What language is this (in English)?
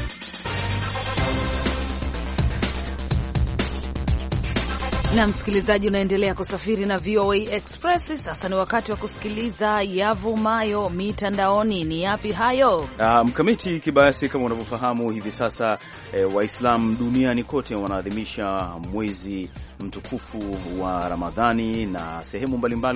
Swahili